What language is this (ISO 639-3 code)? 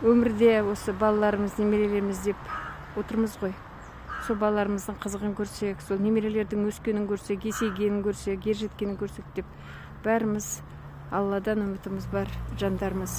kaz